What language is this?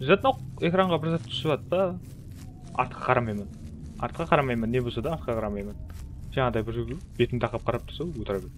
Kara-Kalpak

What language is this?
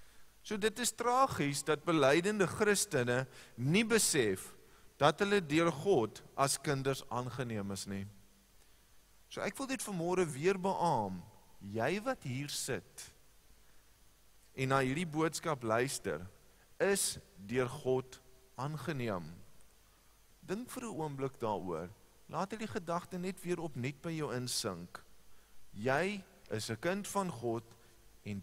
Afrikaans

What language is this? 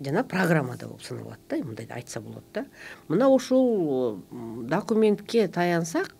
Kyrgyz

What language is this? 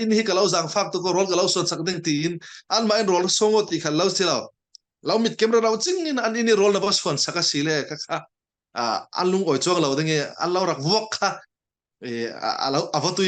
Falam Chin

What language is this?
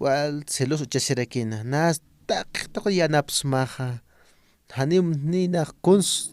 Aymara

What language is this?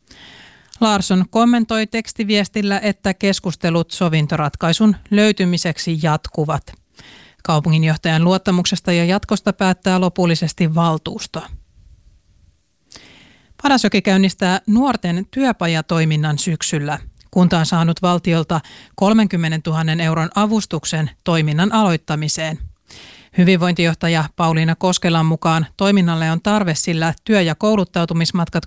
Finnish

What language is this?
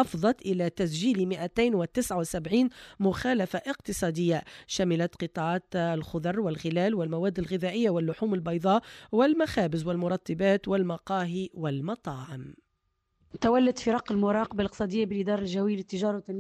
Tunisian Arabic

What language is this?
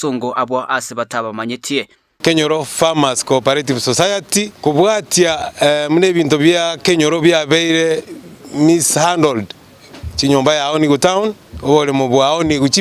Gusii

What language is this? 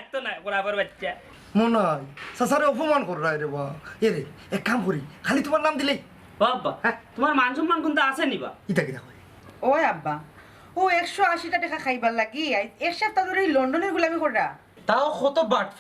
Sylheti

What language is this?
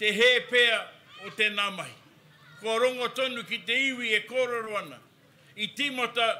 Māori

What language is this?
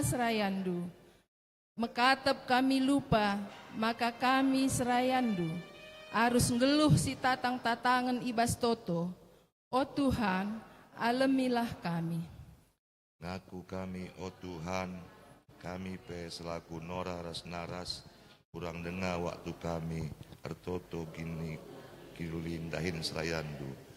Batak Karo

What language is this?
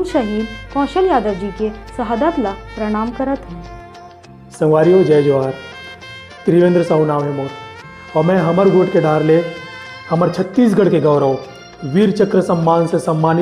Chhattisgarhi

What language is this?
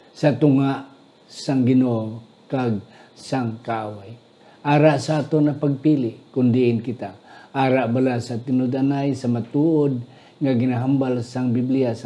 Hiligaynon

